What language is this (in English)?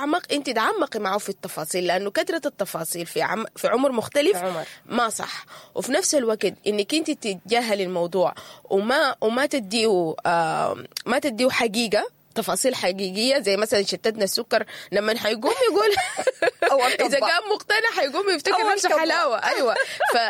Sudanese Arabic